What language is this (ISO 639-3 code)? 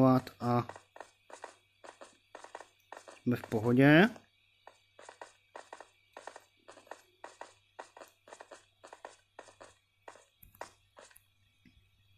ces